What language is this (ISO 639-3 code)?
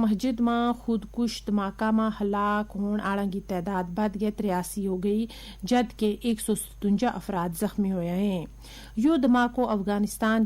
gju